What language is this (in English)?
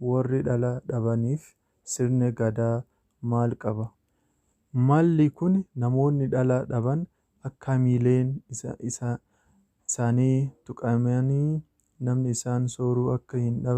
Oromo